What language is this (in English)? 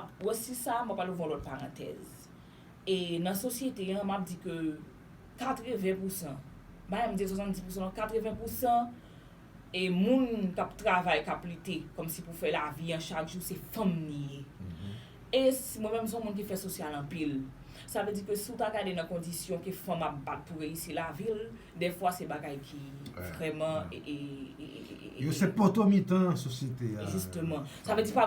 Haitian Creole